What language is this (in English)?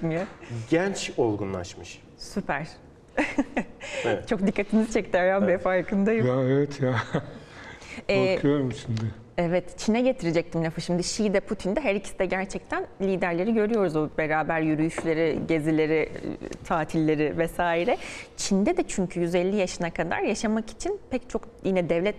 Turkish